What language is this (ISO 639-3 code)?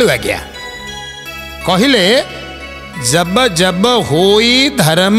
ori